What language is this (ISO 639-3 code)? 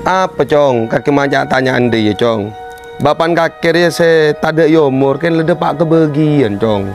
mad